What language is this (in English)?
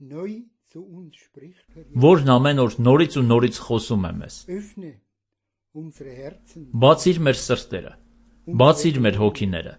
Armenian